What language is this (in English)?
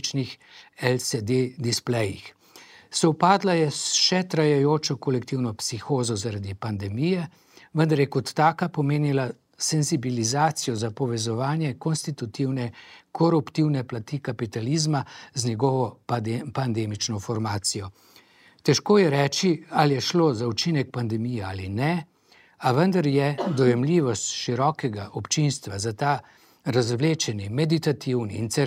Slovenian